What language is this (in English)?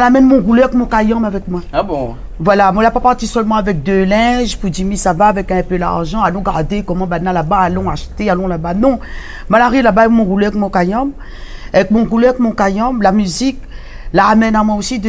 Réunion Creole French